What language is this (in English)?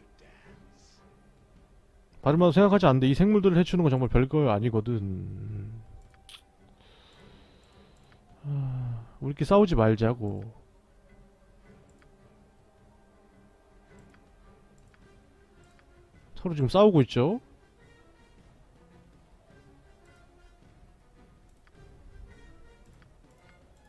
Korean